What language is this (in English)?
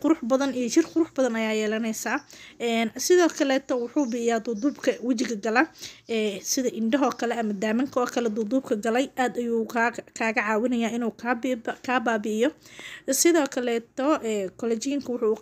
Somali